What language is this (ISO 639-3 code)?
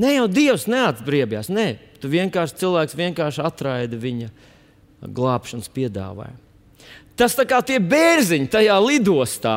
lav